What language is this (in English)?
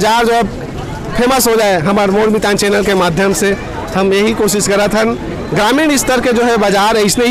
Chhattisgarhi